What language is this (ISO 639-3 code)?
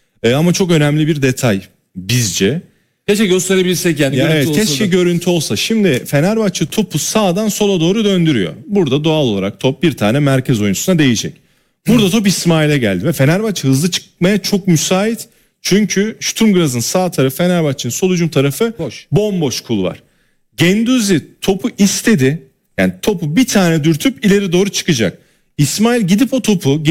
tur